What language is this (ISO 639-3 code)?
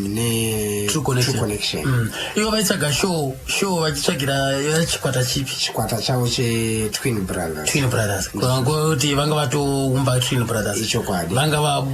sna